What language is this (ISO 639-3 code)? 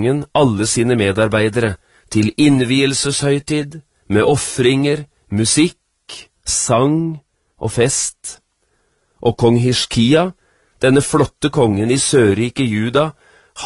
nor